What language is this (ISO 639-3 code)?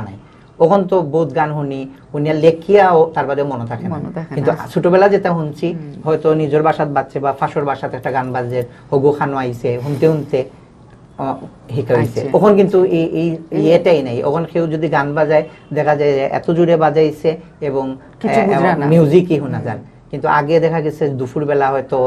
syl